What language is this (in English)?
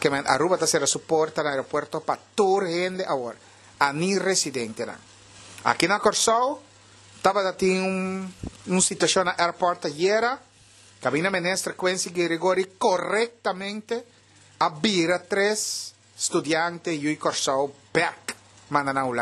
Papiamento